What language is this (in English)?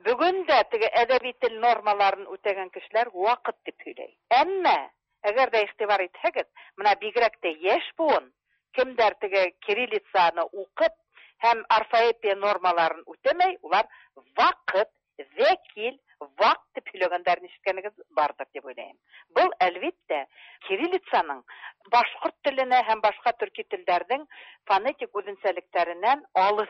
Tatar